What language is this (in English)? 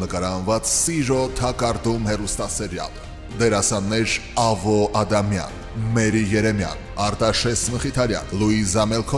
Armenian